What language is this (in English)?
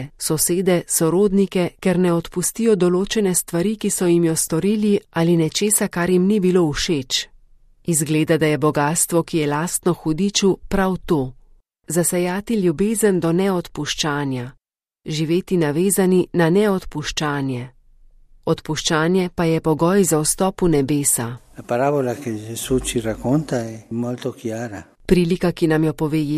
Slovenian